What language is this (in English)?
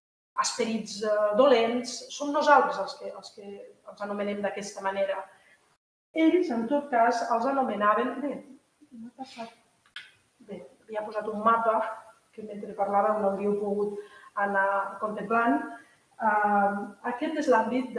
Catalan